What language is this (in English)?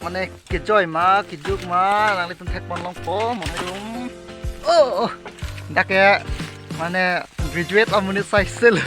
Karbi